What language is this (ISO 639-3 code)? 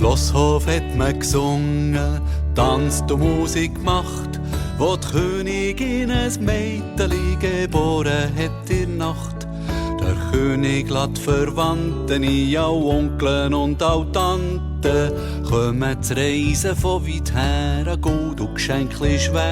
gsw